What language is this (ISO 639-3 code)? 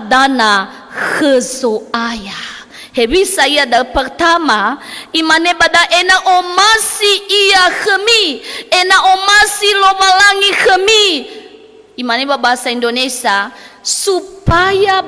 nia